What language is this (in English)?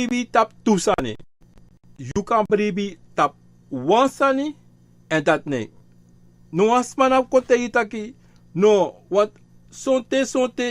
Sranan Tongo